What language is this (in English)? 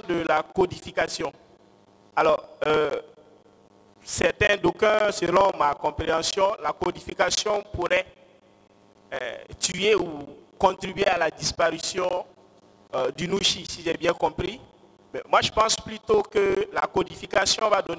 French